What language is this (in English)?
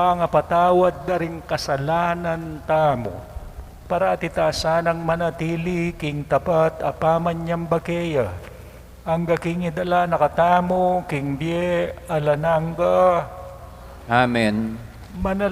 Pampanga